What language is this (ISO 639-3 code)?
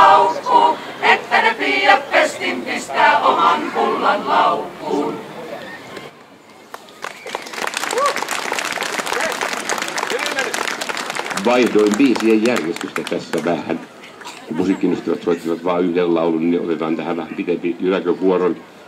fin